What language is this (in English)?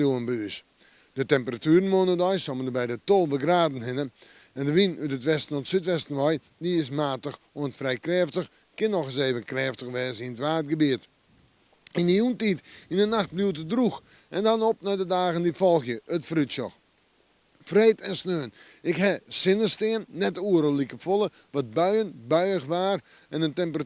Western Frisian